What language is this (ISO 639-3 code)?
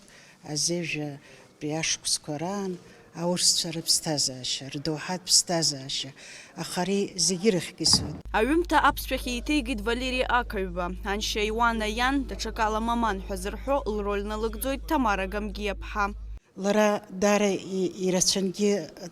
abk